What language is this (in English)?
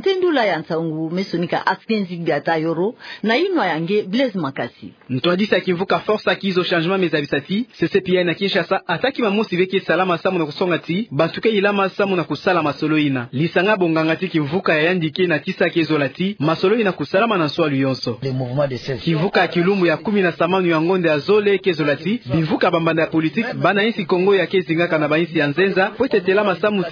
Kituba (Democratic Republic of Congo)